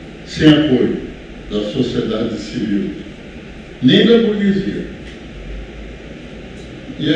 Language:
Portuguese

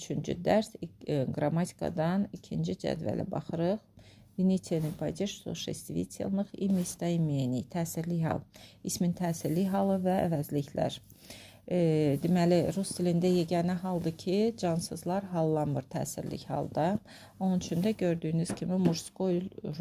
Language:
Azerbaijani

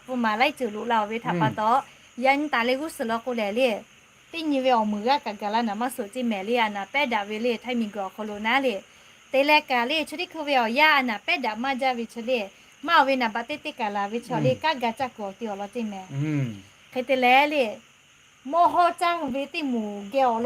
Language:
Lahu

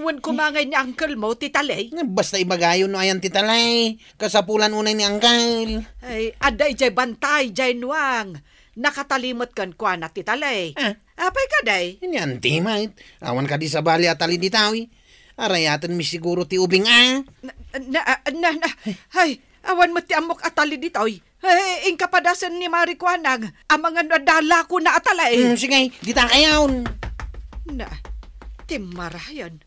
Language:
Iloko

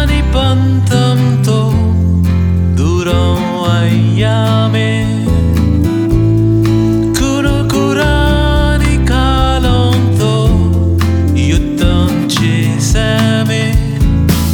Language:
Telugu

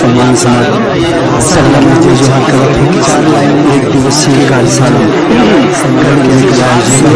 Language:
Chhattisgarhi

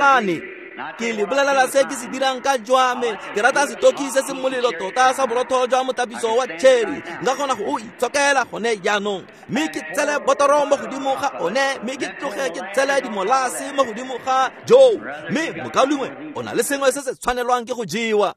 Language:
Tswana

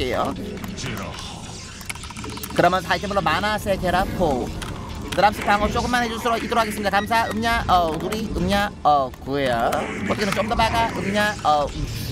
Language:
Korean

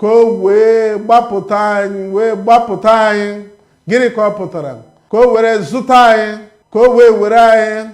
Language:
Igbo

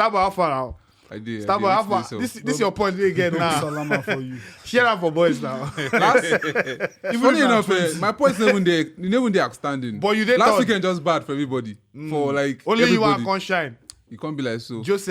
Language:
Nigerian Pidgin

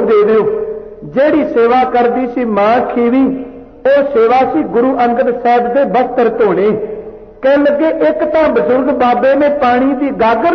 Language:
Punjabi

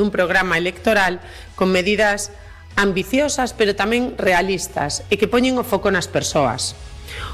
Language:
Galician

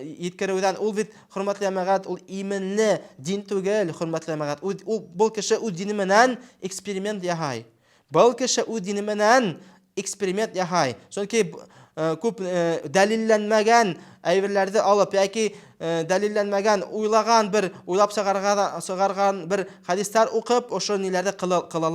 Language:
Bashkir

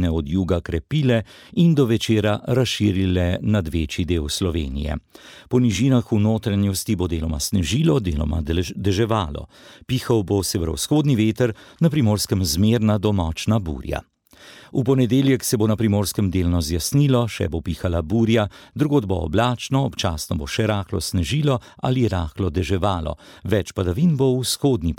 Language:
Slovenian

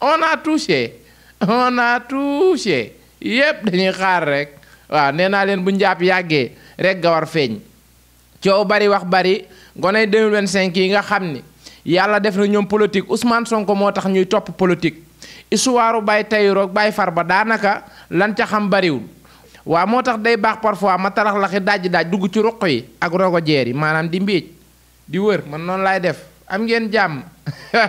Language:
Wolof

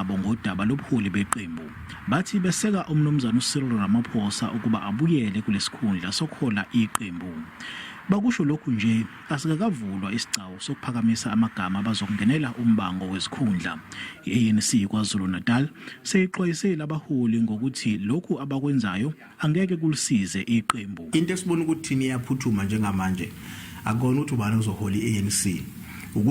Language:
Zulu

